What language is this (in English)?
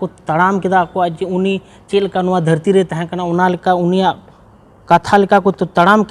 Santali